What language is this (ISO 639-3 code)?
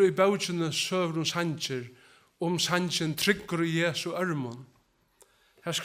fao